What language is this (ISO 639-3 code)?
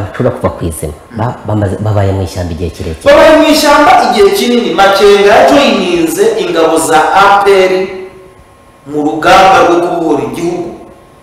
kin